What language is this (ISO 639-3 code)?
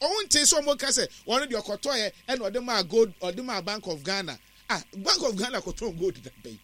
aka